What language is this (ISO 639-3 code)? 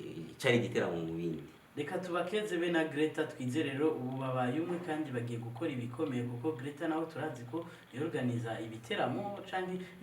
run